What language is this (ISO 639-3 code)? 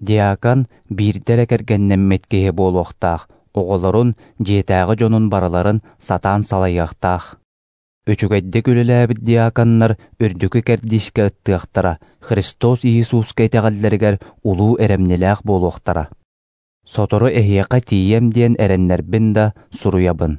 sah